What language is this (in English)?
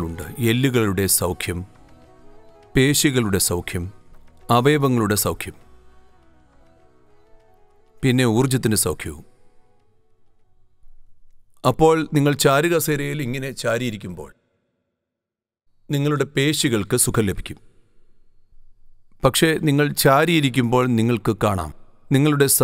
Malayalam